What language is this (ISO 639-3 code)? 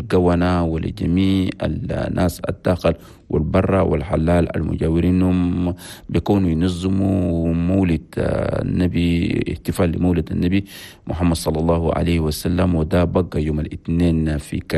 shu